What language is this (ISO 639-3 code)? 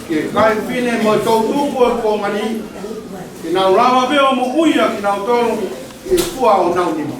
ton